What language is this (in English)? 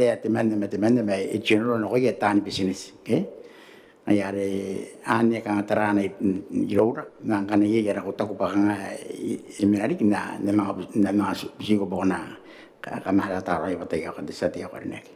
Gilbertese